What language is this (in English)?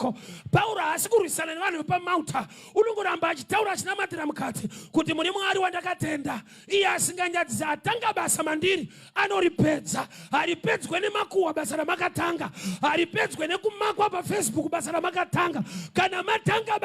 Shona